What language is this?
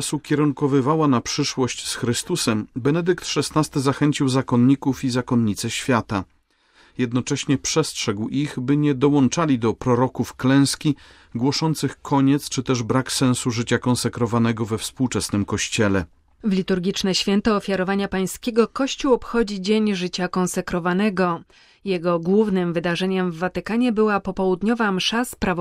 Polish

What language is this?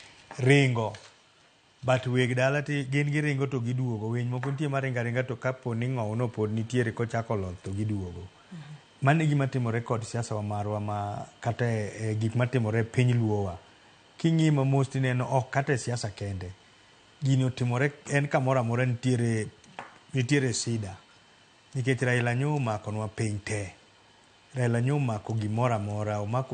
Luo (Kenya and Tanzania)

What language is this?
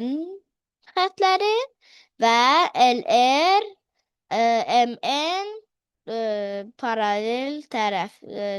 Azerbaijani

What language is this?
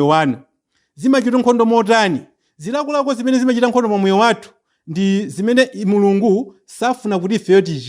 Nyanja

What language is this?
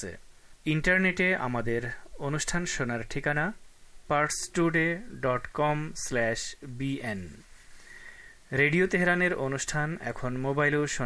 Bangla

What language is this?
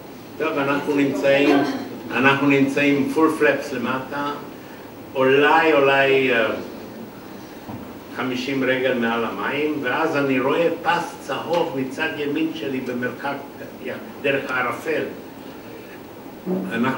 Hebrew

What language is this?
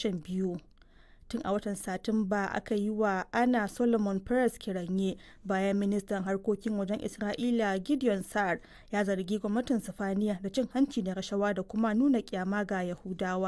Hausa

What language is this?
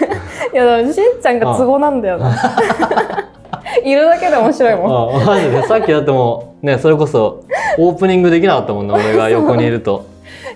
Japanese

